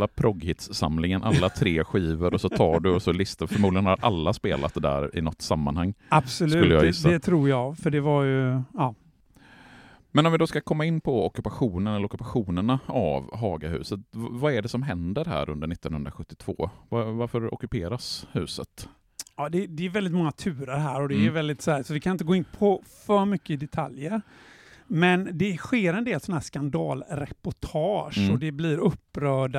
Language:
Swedish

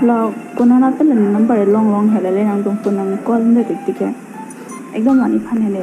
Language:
Karbi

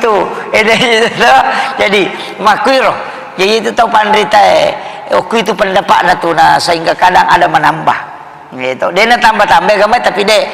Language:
Buginese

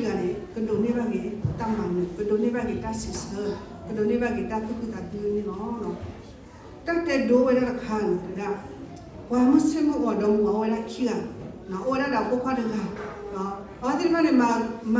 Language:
S'gaw Karen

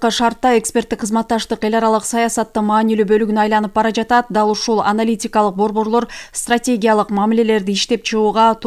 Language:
Kyrgyz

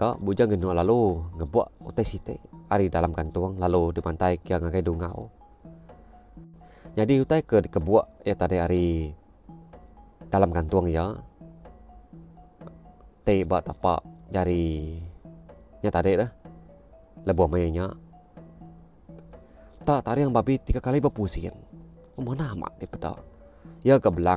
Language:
Iban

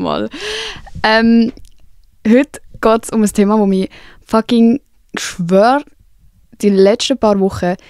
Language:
Swiss German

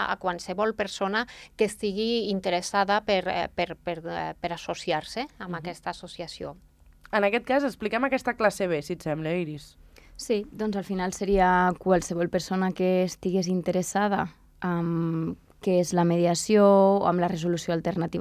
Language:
Catalan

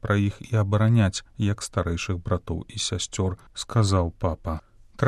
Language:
Belarusian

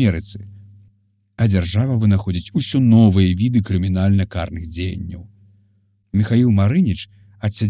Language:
Belarusian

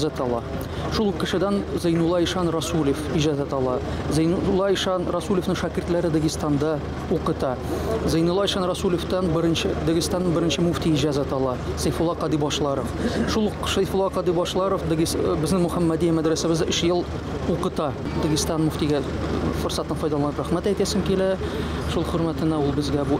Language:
Tatar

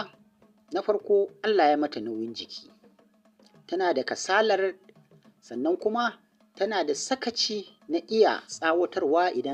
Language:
Hausa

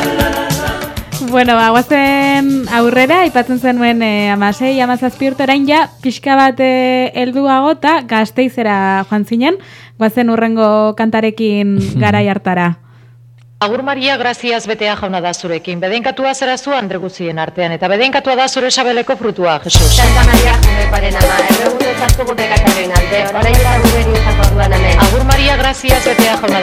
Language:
Basque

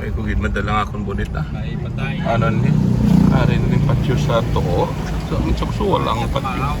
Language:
Hiligaynon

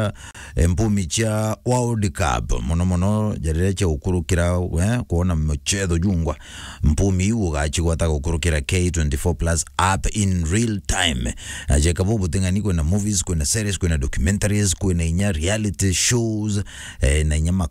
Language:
Meru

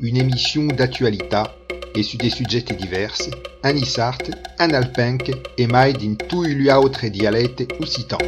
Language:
Occitan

